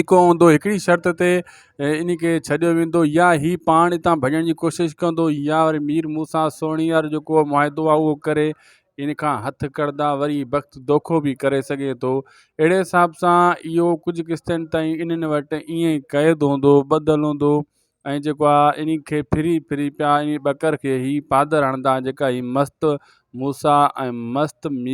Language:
Sindhi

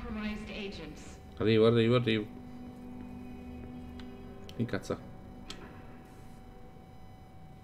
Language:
Italian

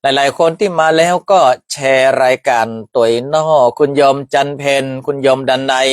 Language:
Northern Thai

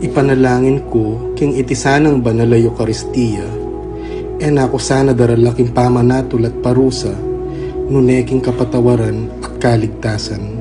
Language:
Pampanga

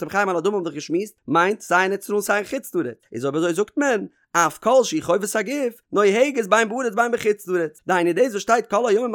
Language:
Yiddish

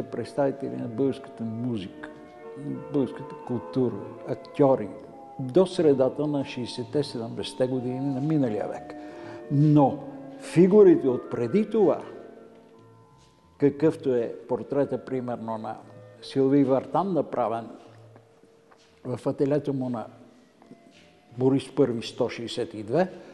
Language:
Bulgarian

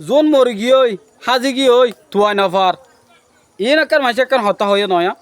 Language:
Rohingya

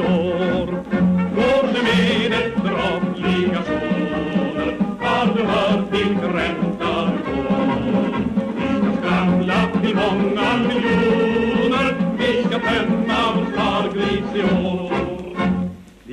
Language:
Swedish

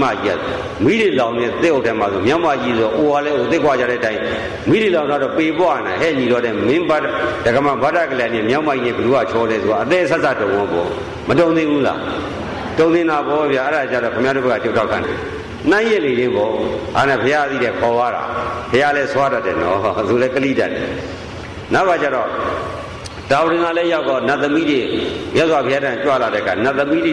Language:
Burmese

